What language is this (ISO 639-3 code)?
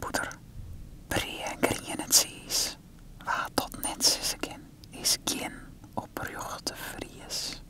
fry